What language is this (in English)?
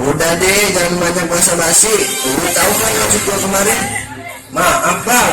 Betawi